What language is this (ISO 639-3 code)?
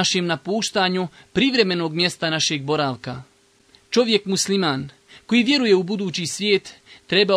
bos